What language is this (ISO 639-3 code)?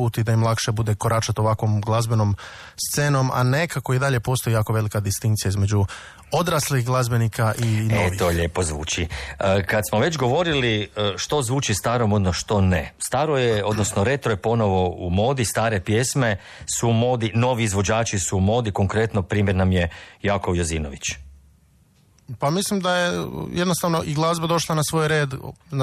hrv